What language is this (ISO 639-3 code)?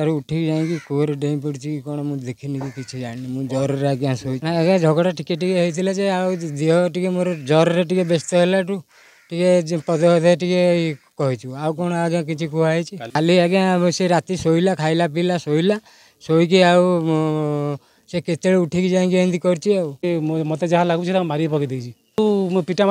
ori